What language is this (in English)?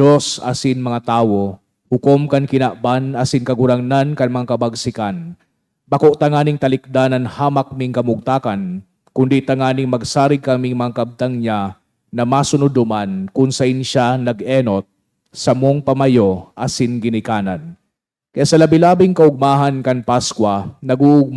Bikol